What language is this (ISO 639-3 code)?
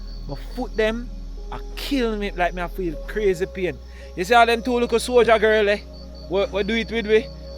jam